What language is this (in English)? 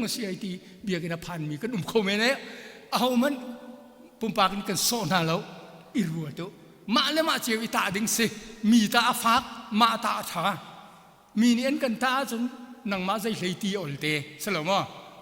Hakha Chin